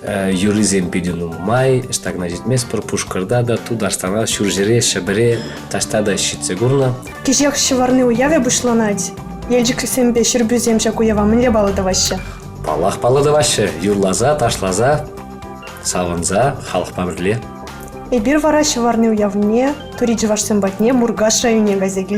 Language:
Chuvash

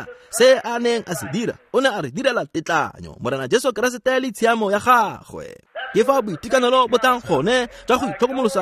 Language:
Tswana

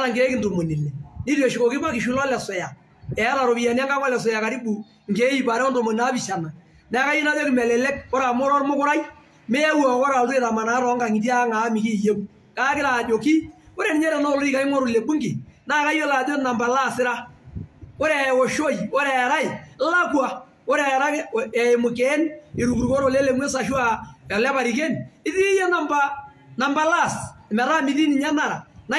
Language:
Masai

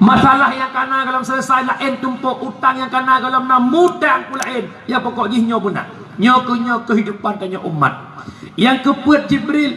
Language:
Achinese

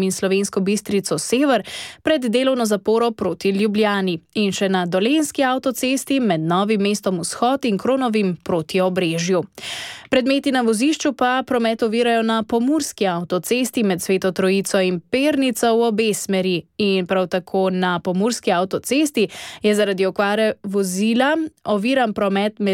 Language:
Slovenian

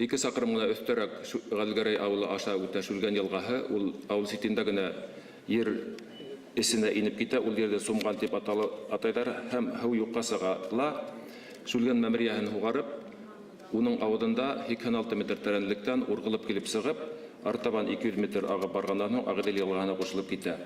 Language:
Bashkir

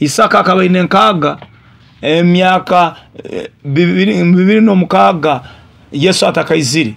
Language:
Nyoro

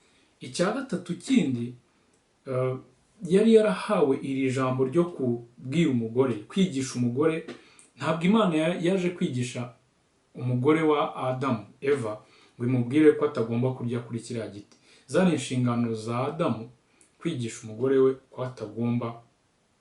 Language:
Kinyarwanda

